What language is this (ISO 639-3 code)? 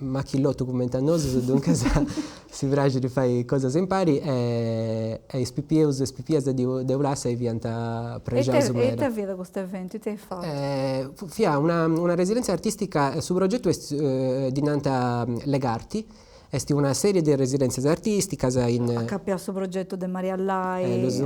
srd